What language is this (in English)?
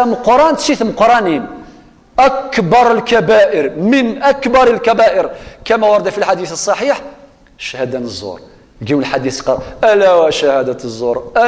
Kabyle